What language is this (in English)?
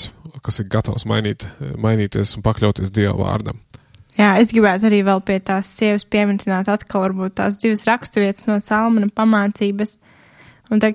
Latvian